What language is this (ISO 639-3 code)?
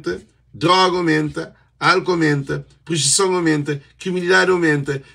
kea